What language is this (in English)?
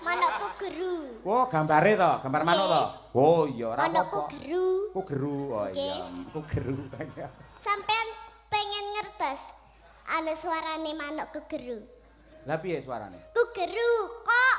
Javanese